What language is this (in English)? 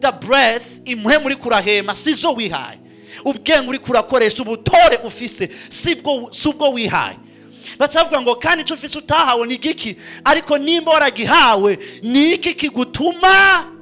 Rundi